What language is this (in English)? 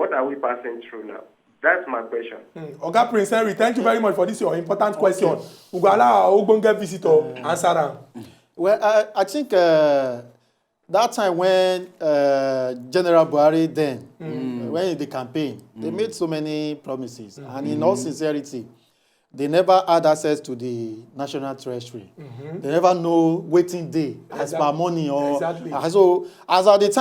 Nigerian Pidgin